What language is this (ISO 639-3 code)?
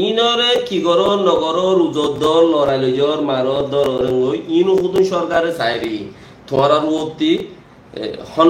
rhg